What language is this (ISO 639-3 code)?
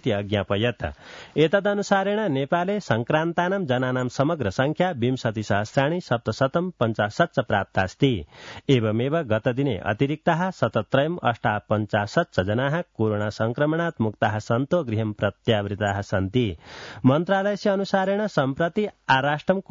san